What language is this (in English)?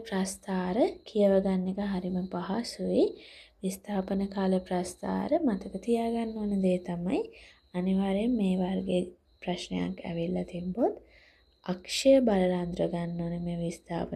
Sinhala